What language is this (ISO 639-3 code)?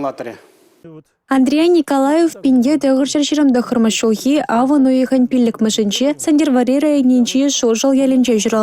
chv